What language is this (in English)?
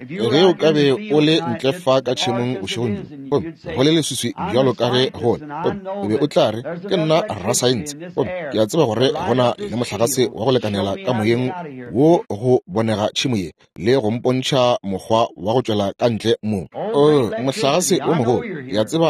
Northern Sotho